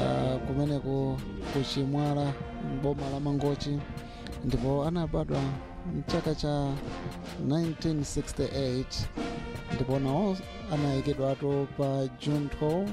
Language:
Nyanja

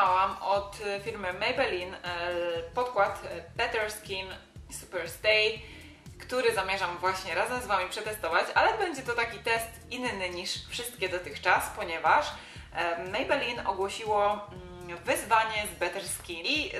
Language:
Polish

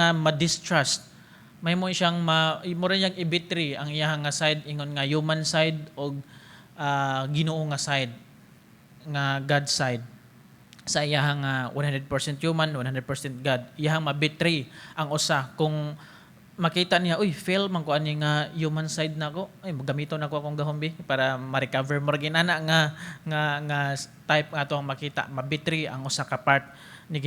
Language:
Cebuano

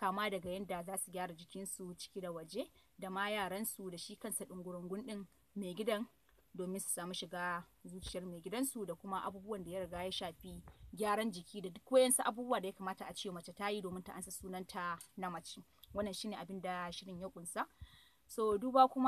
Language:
Hausa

